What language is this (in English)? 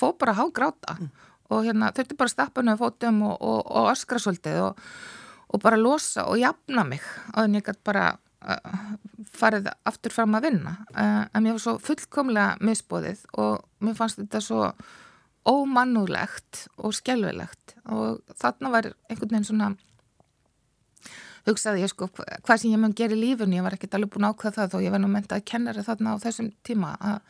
Icelandic